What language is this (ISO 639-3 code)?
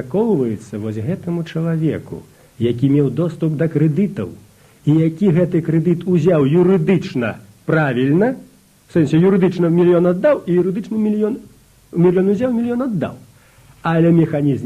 bel